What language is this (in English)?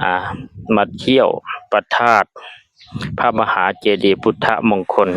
Lao